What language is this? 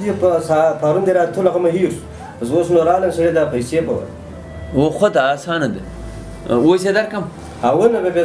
Pashto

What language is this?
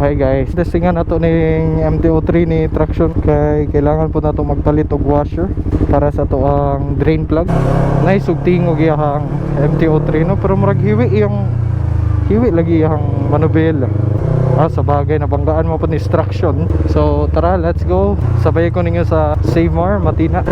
Cebuano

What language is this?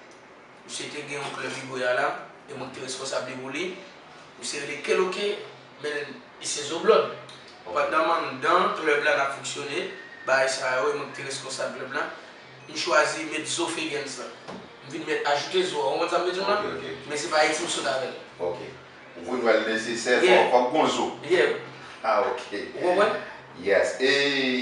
Haitian Creole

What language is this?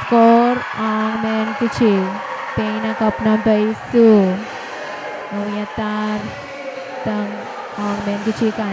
Pohnpeian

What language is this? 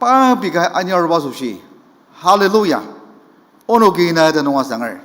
Ao Naga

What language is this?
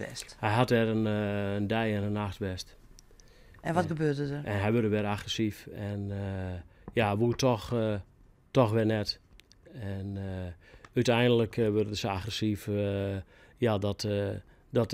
Western Frisian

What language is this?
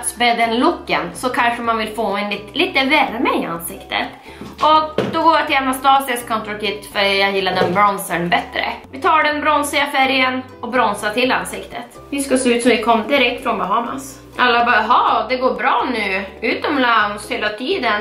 Swedish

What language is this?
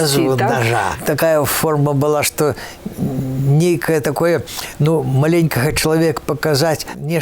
Belarusian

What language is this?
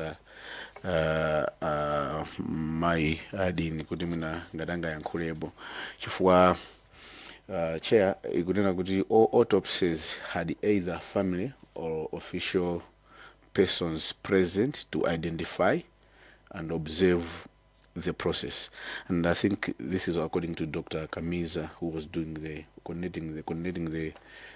Nyanja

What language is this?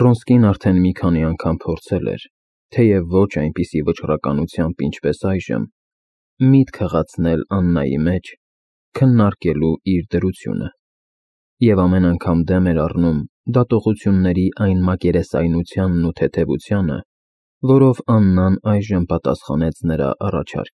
Armenian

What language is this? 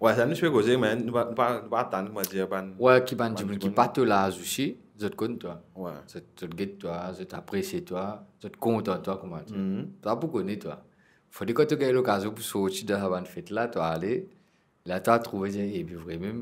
Morisyen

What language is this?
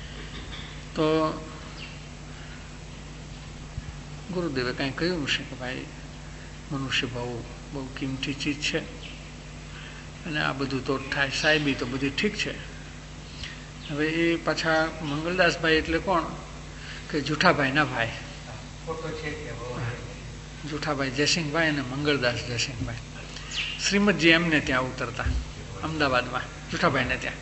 Gujarati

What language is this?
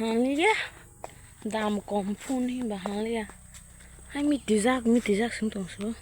Kok Borok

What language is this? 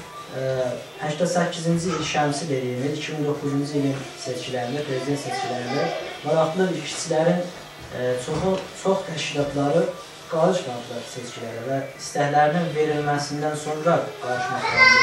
South Azerbaijani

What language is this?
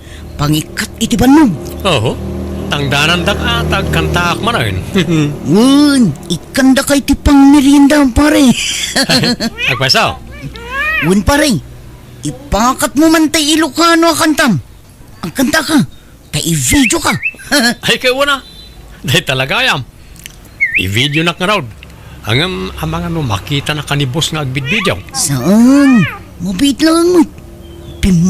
Iloko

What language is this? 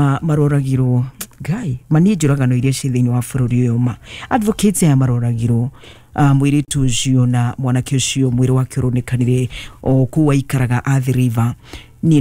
Kikuyu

